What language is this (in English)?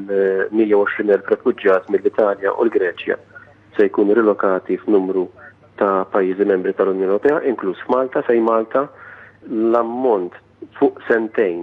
Maltese